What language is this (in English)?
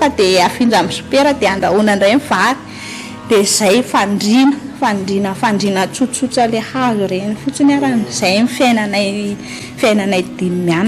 Malagasy